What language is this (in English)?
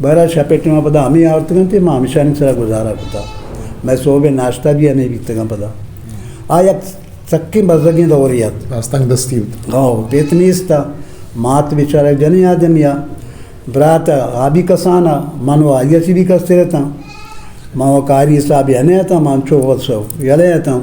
Eastern Balochi